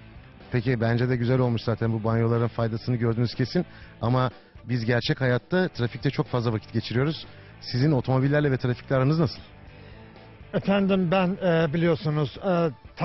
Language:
Turkish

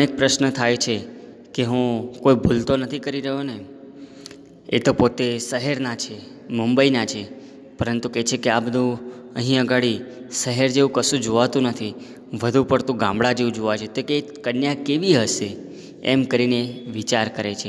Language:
Gujarati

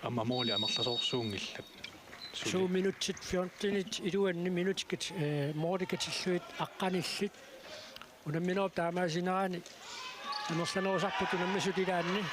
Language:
Kalaallisut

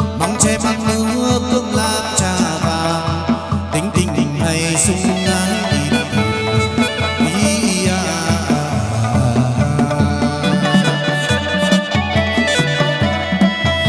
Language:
Vietnamese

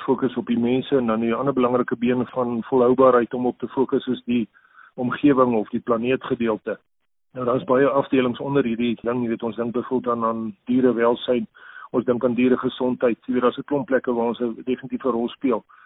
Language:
Afrikaans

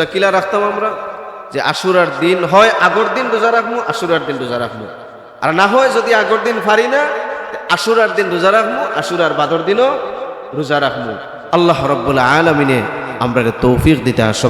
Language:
Sylheti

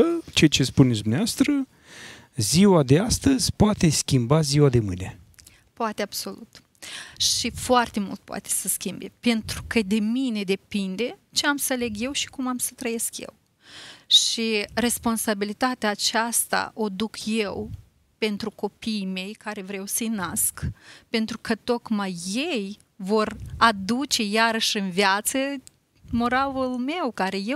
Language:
Romanian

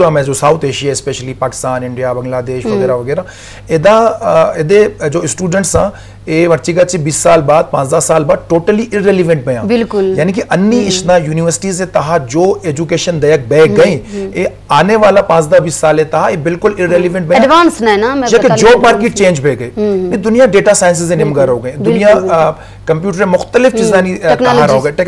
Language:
Baluchi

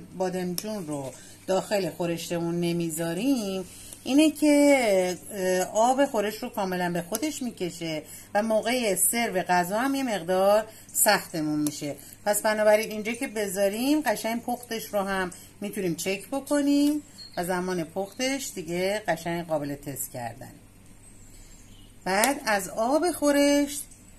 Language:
Persian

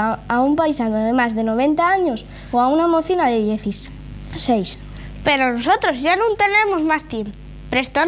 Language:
Asturian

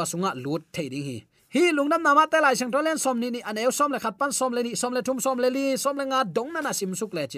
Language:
Tedim Chin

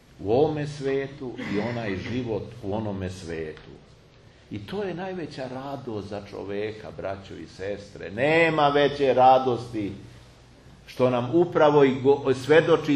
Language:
Serbian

